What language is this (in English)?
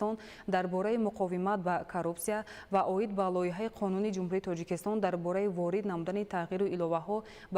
Tajik